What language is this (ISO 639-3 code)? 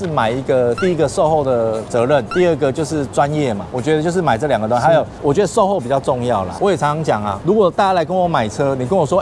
zho